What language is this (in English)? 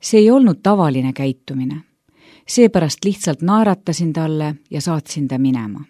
Estonian